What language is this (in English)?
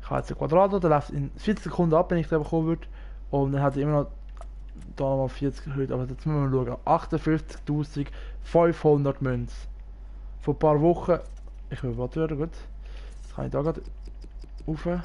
Swiss German